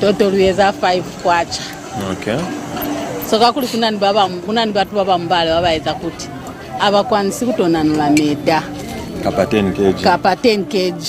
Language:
Lozi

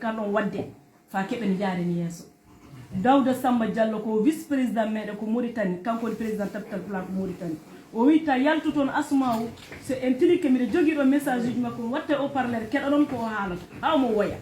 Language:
Fula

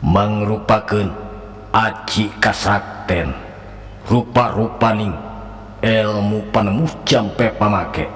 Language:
Sundanese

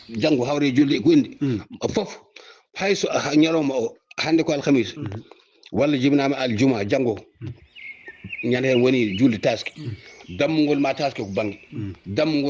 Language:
Fula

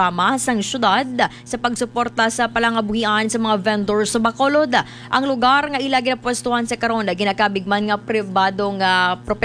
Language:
Hiligaynon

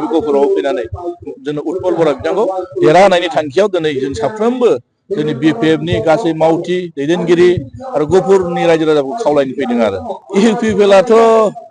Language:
Bodo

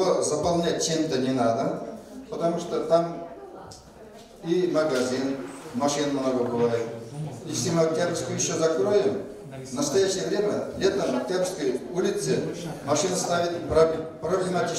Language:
Russian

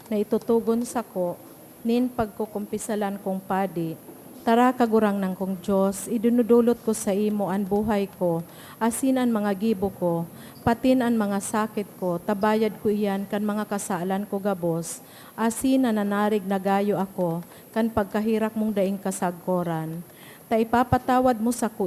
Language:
Bikol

